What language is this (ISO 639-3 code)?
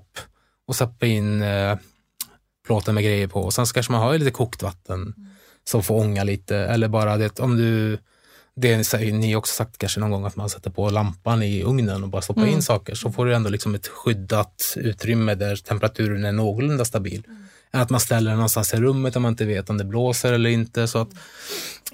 swe